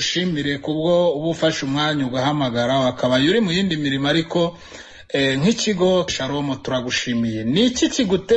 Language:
Kinyarwanda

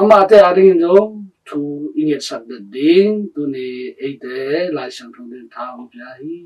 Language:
Tedim Chin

